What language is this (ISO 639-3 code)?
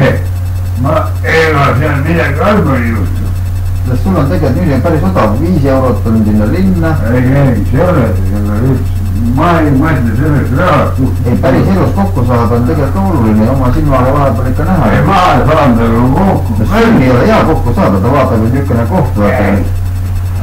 est